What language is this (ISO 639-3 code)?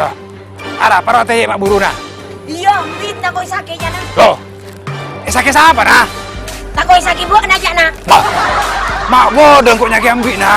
mad